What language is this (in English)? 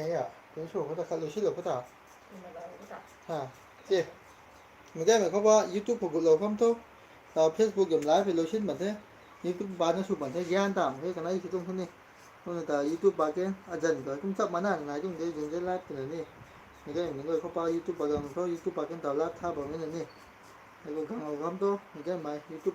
Manipuri